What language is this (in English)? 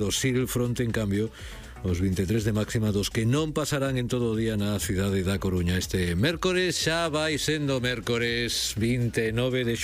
Galician